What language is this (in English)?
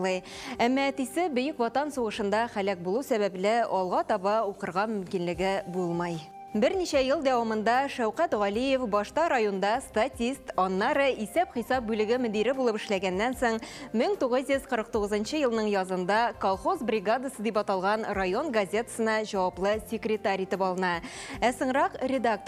Tatar